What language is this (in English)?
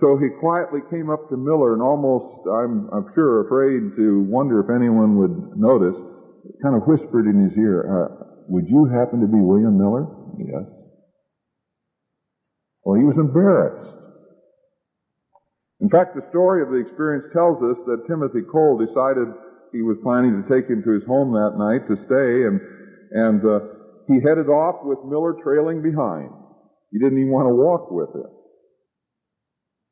English